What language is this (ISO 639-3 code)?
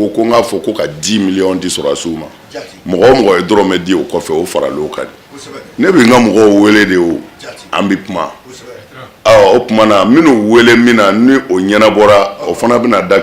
bam